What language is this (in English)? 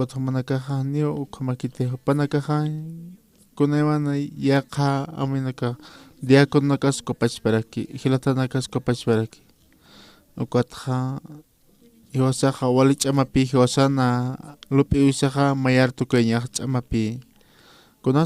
Aymara